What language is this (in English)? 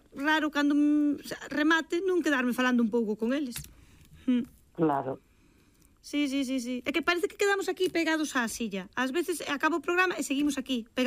Galician